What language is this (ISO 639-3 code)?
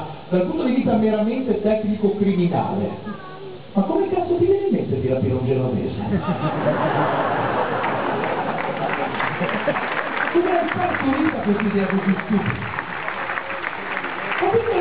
ita